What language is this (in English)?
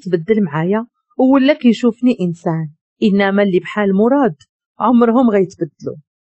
Moroccan Arabic